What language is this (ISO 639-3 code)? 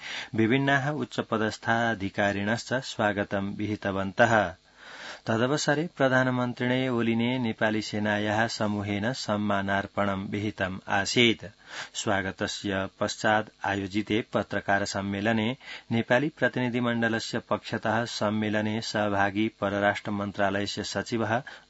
san